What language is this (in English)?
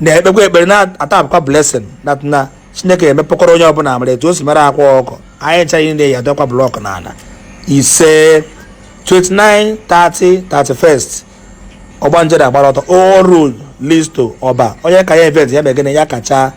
Igbo